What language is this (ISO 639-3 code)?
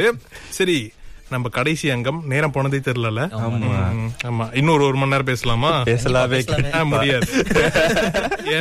tam